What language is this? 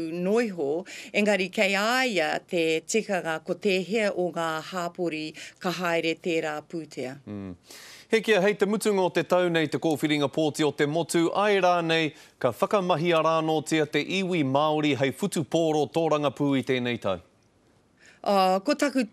Māori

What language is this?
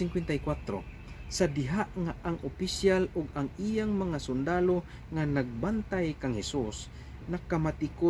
Cebuano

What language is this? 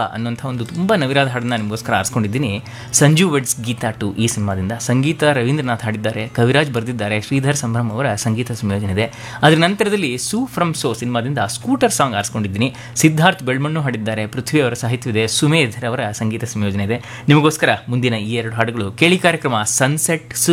Kannada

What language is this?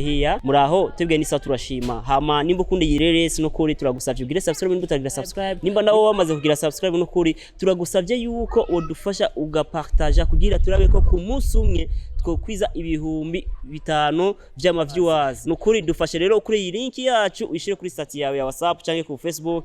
Rundi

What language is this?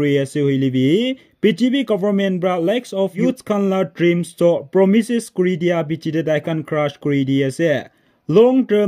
Naga Pidgin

